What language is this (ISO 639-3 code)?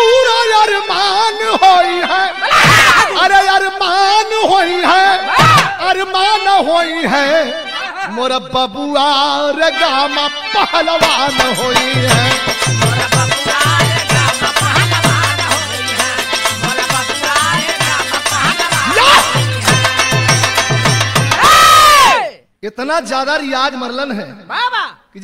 bho